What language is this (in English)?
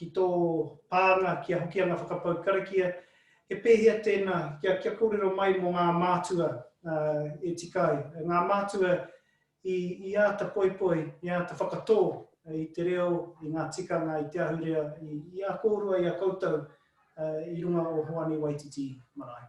Māori